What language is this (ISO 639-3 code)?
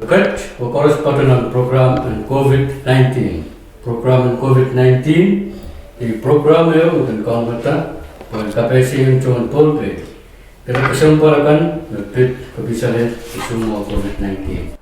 pon